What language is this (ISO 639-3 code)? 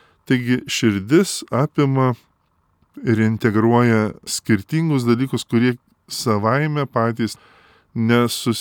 lit